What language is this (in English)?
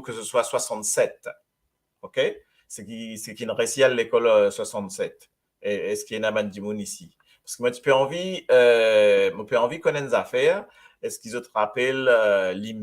Morisyen